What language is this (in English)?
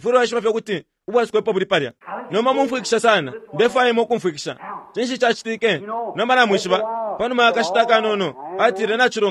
Bemba